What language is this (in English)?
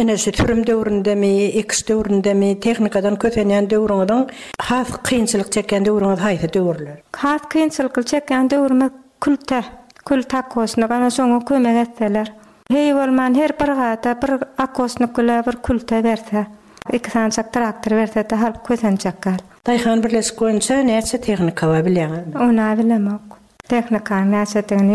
Turkmen